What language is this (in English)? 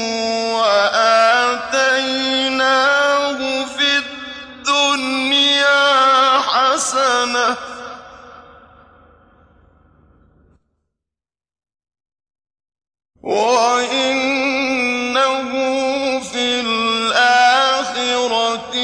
Arabic